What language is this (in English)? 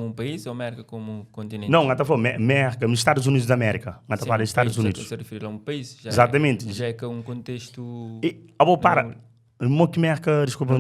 Kabuverdianu